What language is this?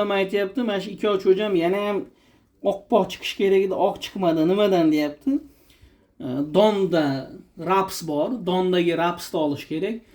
Uzbek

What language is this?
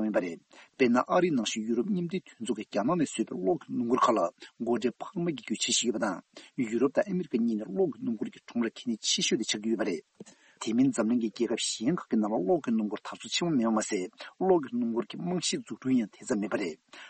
Tibetan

